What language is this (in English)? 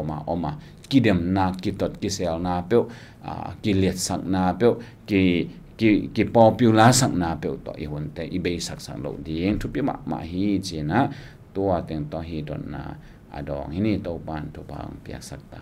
Tedim Chin